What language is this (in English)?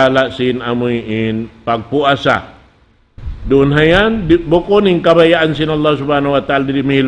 Tausug